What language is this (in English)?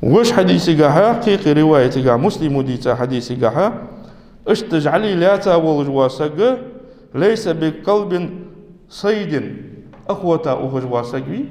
Ingush